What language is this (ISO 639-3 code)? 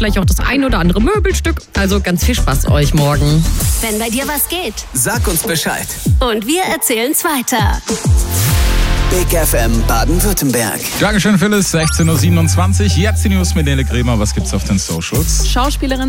deu